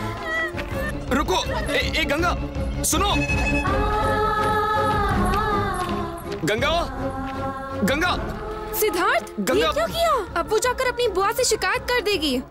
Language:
Hindi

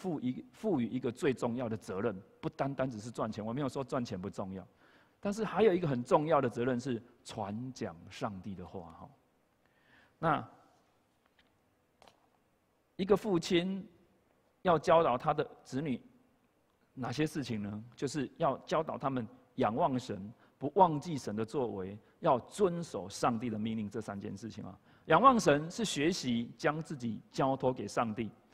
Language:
Chinese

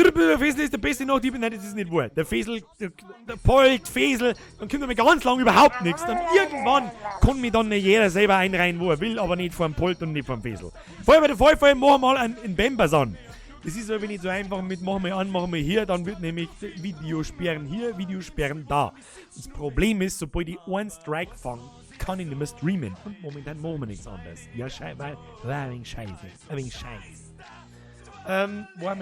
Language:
Bavarian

